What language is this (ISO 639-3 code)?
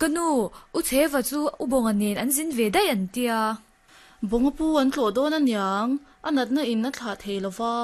lus